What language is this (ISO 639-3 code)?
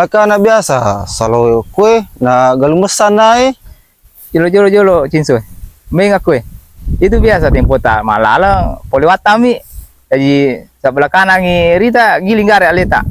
bug